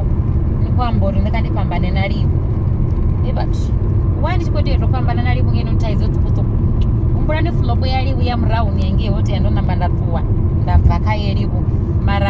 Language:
Venda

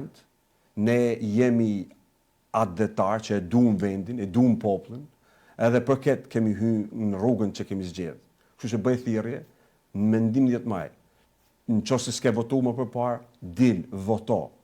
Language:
Albanian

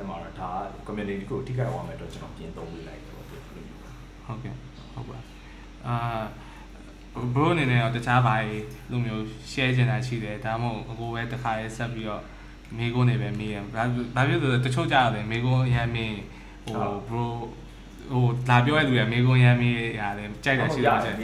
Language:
Burmese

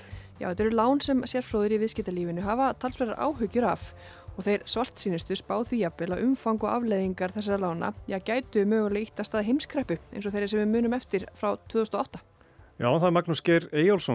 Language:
Icelandic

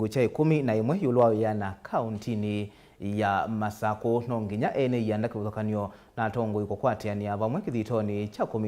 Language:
Kamba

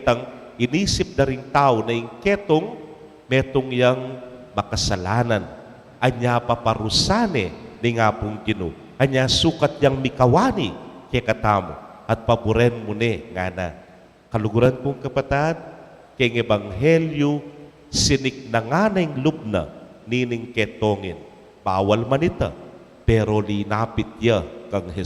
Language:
Pampanga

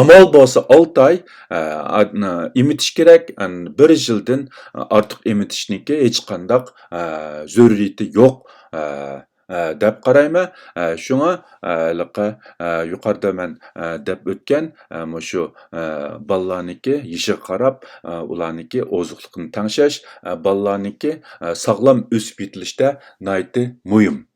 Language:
Uyghur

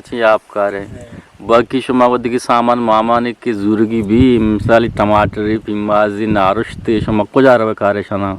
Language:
Eastern Balochi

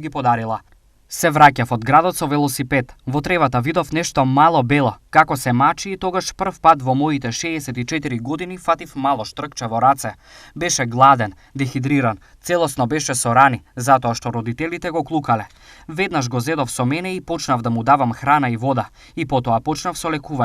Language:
Macedonian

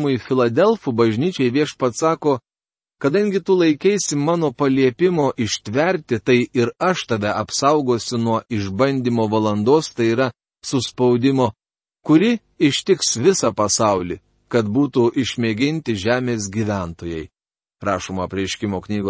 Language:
Lithuanian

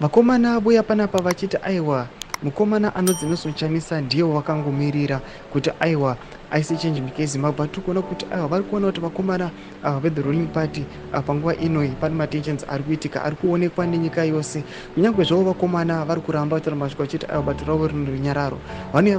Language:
Shona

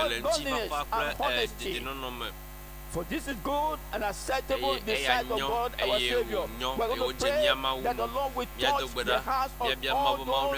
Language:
Ewe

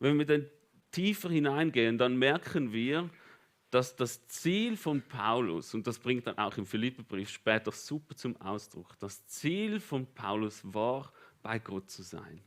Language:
Swiss German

